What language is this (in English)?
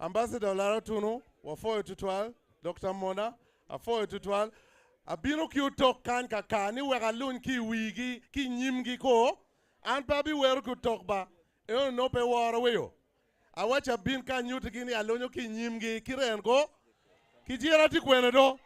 Acoli